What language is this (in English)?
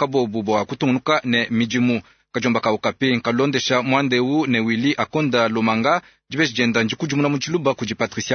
Luba-Lulua